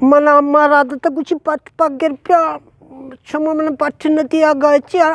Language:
Eastern Balochi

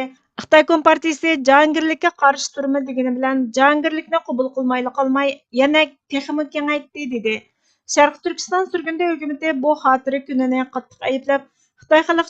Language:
Uyghur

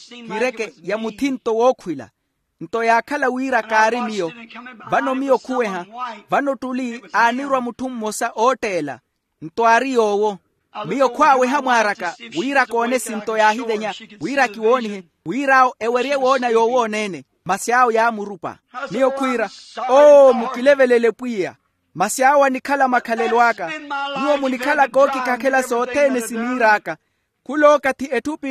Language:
Makhuwa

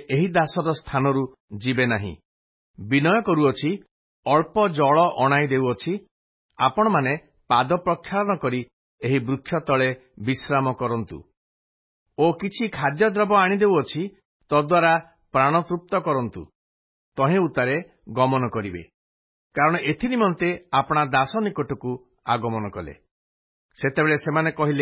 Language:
Odia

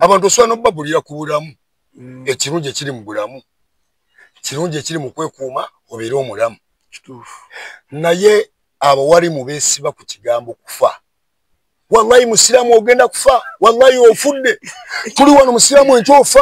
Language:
Ganda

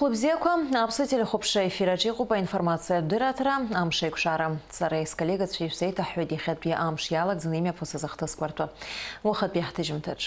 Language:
Abkhazian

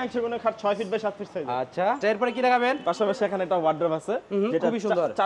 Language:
Bangla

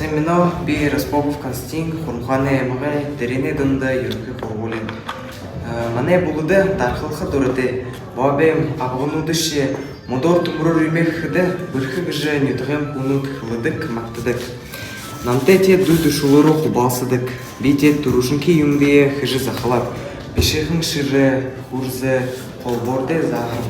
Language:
Buriat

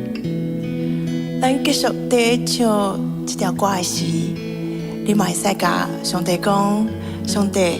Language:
Min Nan Chinese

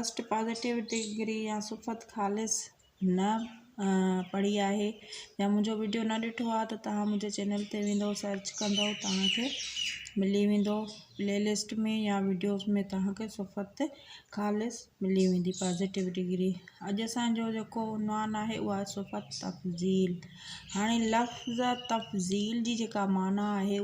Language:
Sindhi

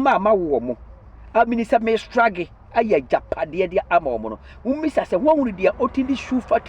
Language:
Akan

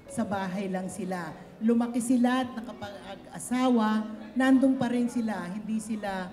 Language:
Filipino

